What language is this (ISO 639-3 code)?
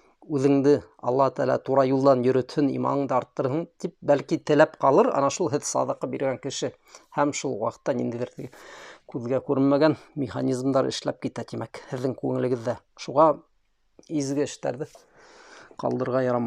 bak